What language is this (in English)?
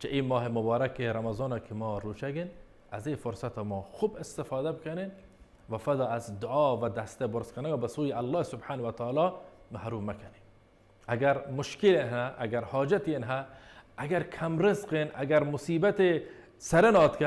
Baluchi